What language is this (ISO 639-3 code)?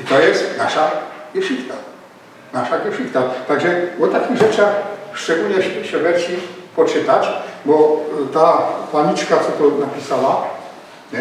szl